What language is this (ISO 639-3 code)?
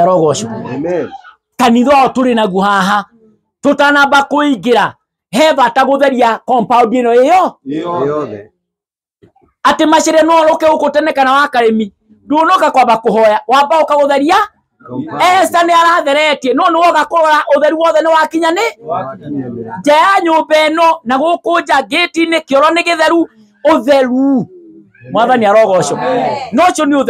kik